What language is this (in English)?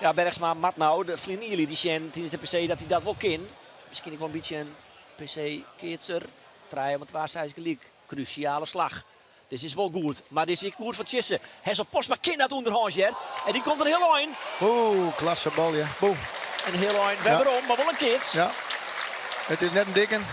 Western Frisian